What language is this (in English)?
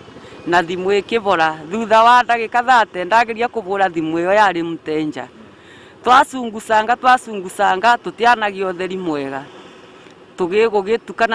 Kikuyu